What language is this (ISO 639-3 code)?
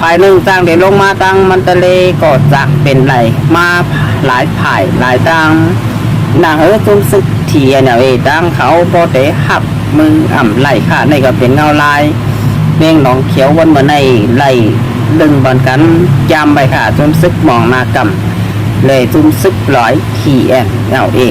shn